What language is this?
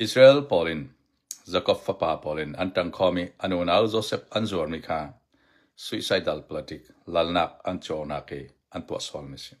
Hakha Chin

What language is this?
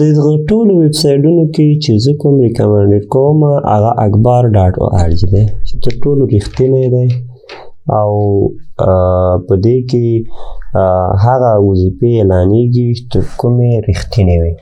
Pashto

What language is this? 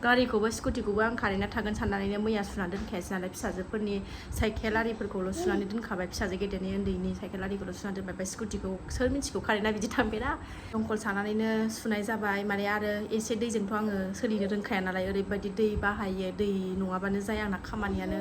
Bodo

